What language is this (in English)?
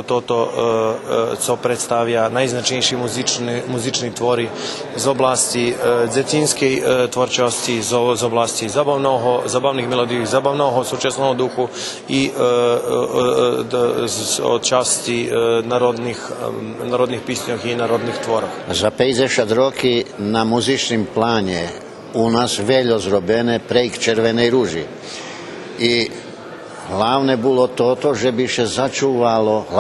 Rusyn